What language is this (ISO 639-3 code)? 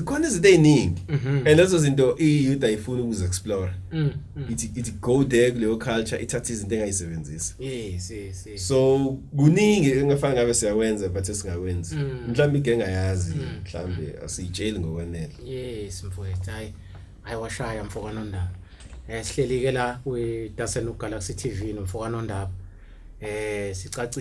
zul